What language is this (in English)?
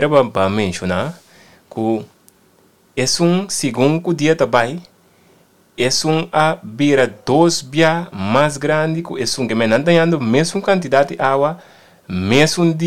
Papiamento